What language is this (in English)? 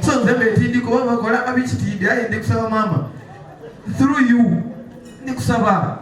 Soga